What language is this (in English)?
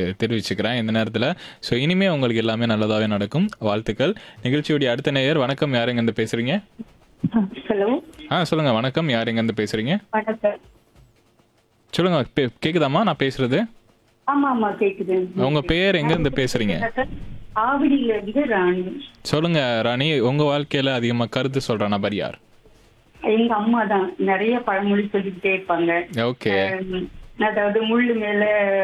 Tamil